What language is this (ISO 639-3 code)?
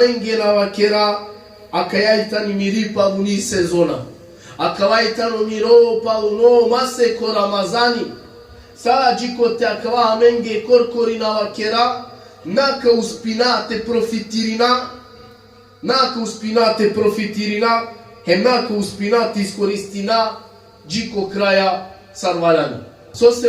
rmn